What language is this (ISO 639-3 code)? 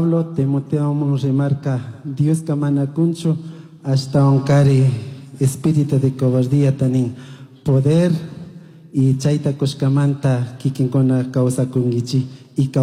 qug